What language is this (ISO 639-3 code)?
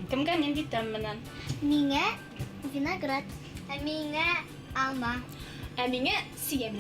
bak